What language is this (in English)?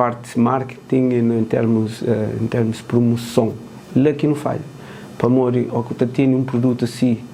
Kabuverdianu